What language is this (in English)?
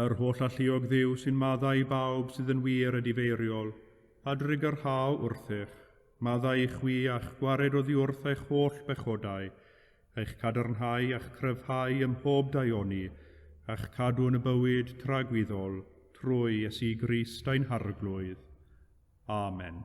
Welsh